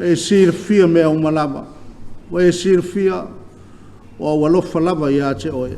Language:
Samoan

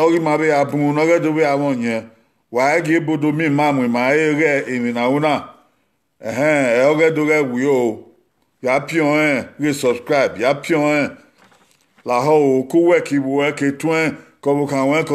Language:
Bini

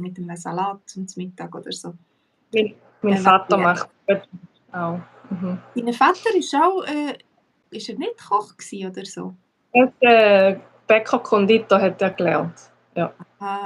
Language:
Swiss German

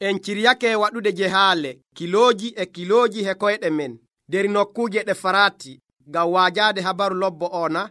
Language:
Nigerian Fulfulde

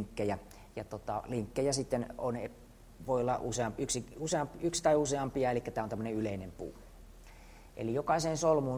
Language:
Finnish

